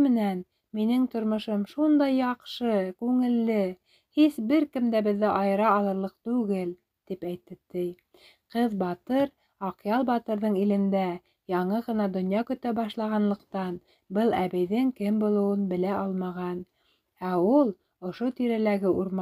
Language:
Bashkir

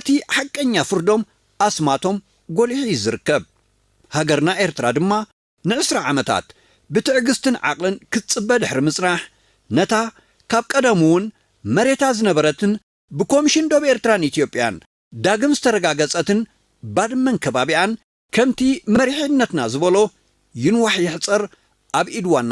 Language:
Tigrinya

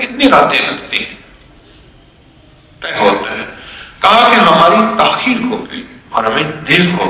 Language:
Urdu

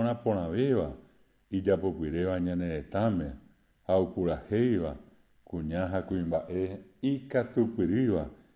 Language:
Guarani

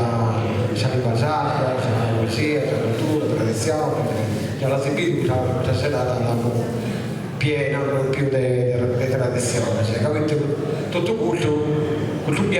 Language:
Sardinian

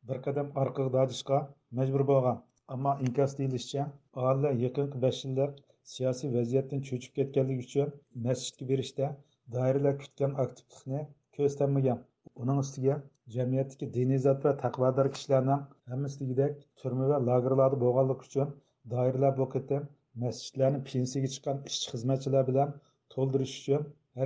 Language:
Uyghur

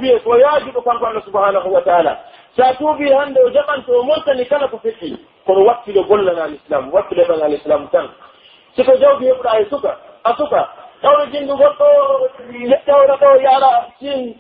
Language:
Pular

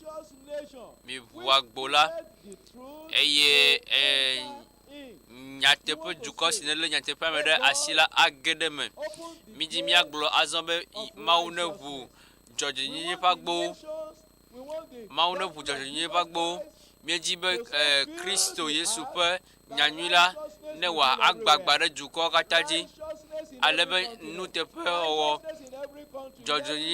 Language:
Ewe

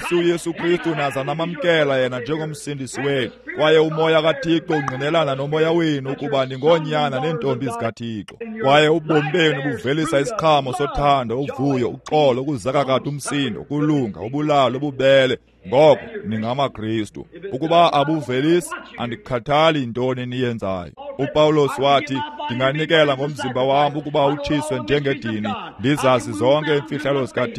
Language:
Xhosa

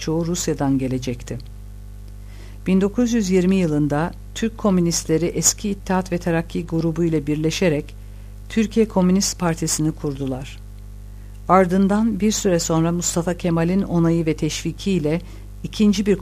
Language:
Turkish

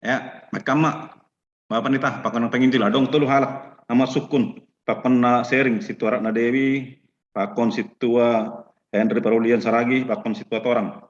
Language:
Batak Simalungun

